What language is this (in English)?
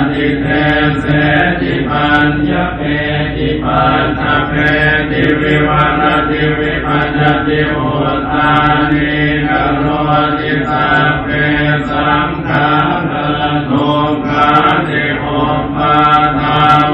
Pali